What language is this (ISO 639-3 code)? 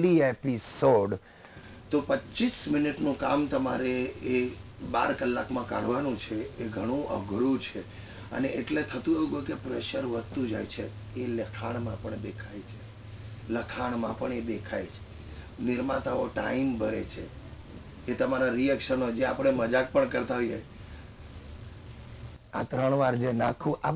guj